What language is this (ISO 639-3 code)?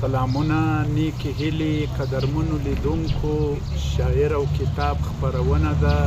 pus